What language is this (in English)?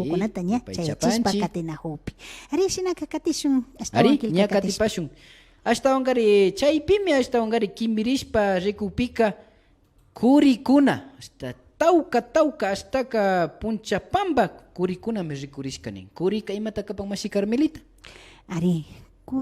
Imbabura Highland Quichua